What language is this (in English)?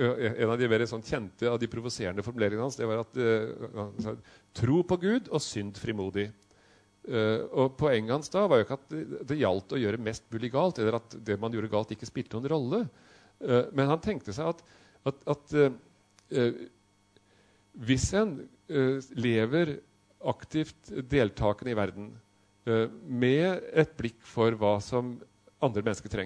Norwegian